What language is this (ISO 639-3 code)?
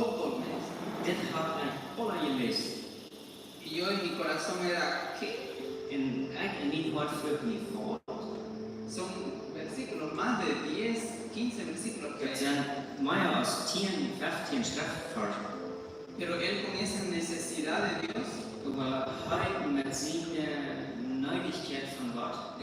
pdt